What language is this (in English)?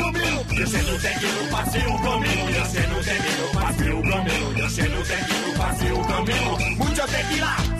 Serbian